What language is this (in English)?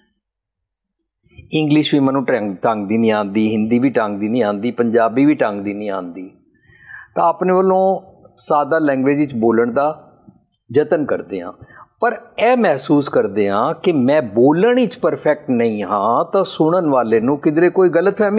Punjabi